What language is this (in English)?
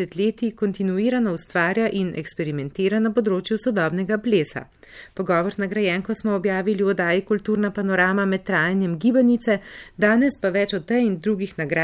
Slovenian